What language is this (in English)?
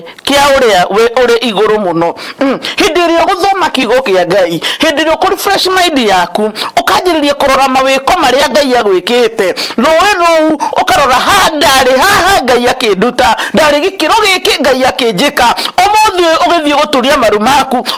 Kikuyu